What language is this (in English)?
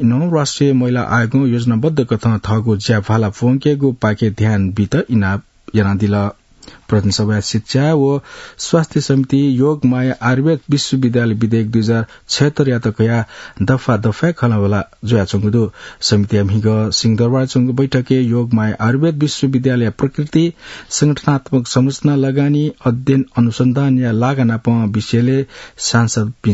Newari